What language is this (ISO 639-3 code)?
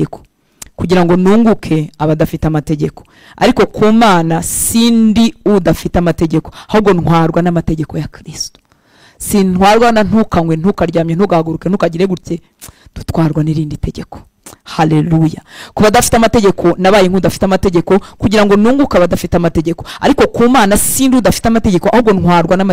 kin